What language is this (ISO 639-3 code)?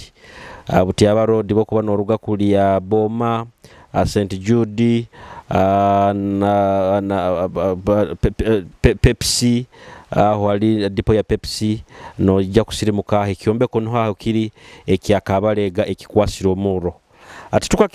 nyo